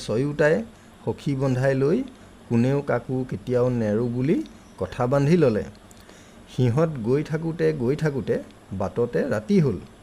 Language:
Assamese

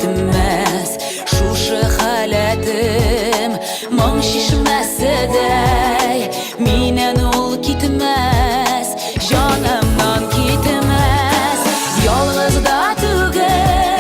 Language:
Tatar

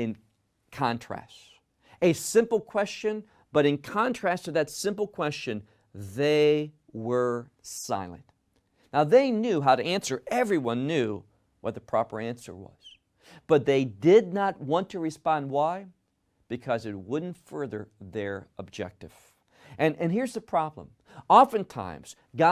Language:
English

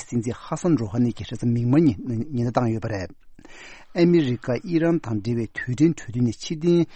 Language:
Tibetan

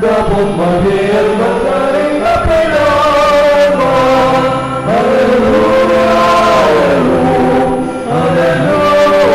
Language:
Pampanga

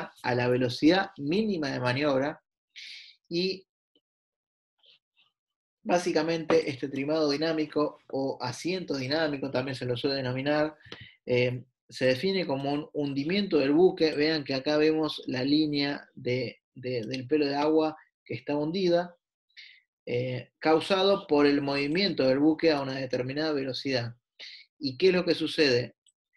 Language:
Spanish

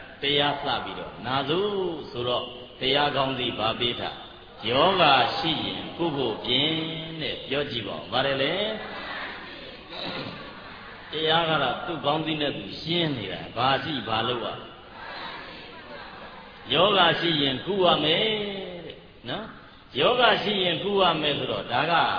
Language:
Burmese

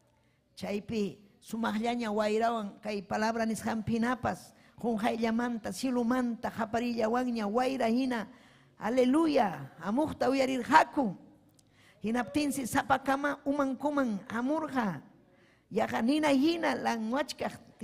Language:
Ayacucho Quechua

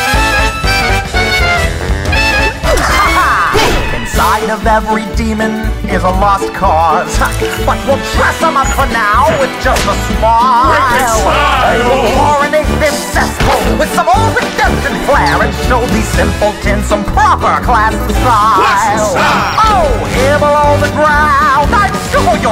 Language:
English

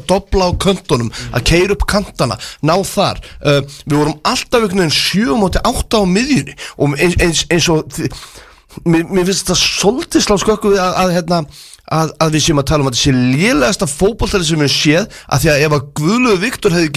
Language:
Icelandic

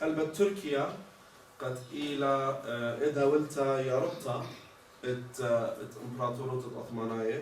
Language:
Assyrian Neo-Aramaic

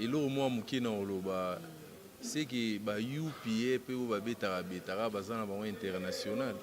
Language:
Lingala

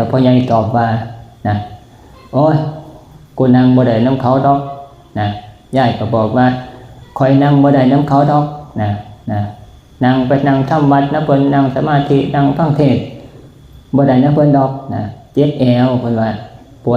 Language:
Northeastern Thai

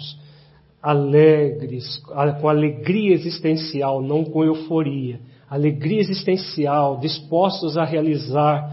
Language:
Portuguese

